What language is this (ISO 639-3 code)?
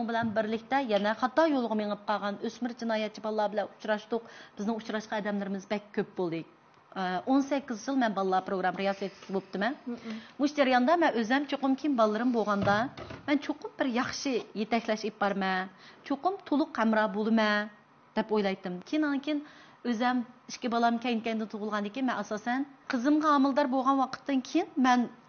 uig